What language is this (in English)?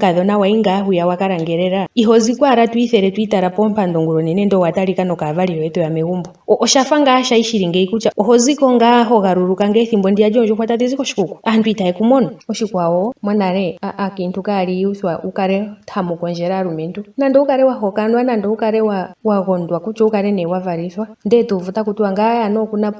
Ndonga